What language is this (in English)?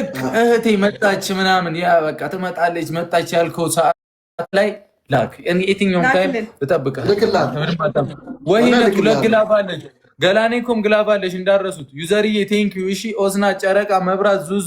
Amharic